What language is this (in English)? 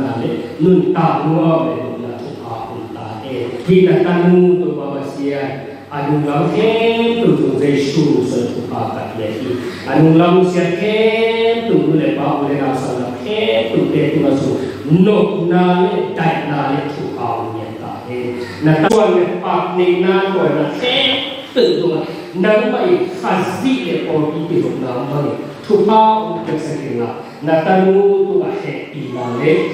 Tedim Chin